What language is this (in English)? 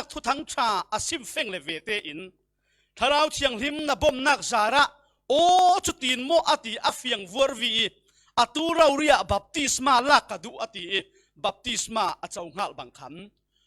Falam Chin